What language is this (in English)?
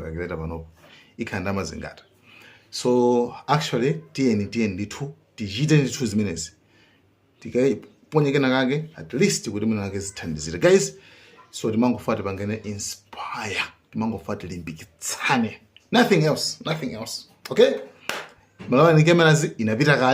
Nyanja